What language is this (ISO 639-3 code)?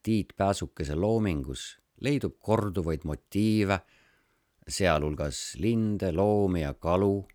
est